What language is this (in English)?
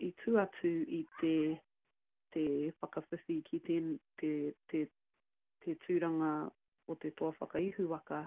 Māori